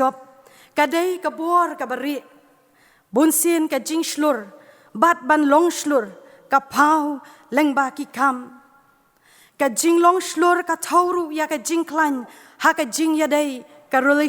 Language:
Khasi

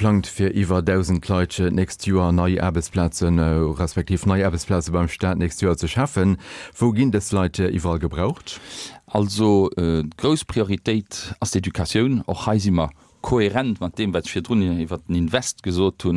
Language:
Luxembourgish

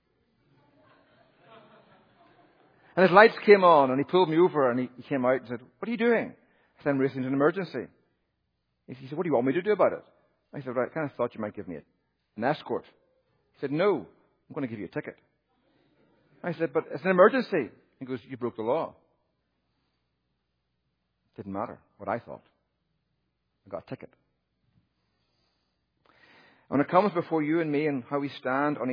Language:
English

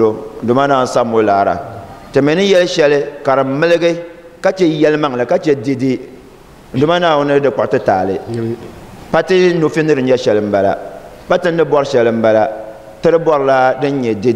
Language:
Dagbani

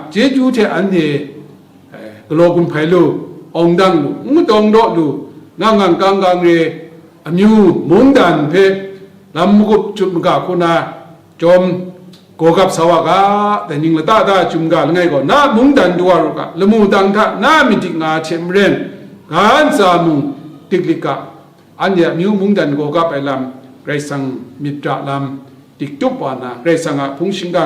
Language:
Kachin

